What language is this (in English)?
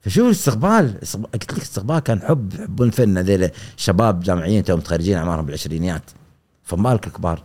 Gulf Arabic